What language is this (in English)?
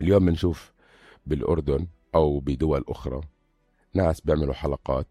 North Levantine Arabic